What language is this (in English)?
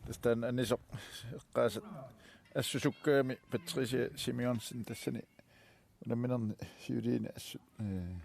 Kalaallisut